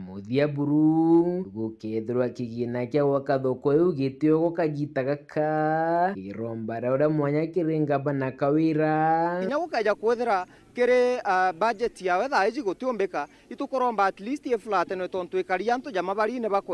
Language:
Meru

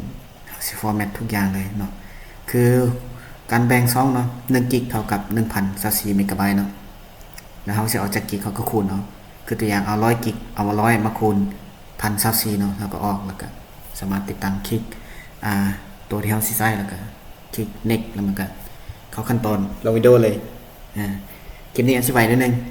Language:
Lao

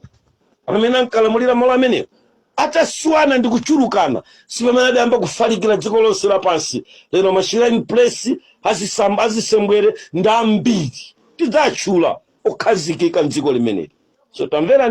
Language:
Nyanja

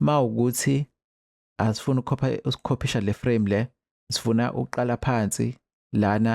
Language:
Zulu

